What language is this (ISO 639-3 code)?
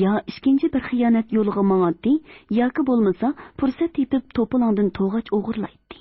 uig